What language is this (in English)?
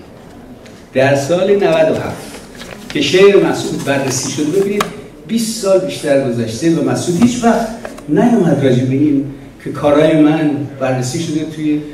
Persian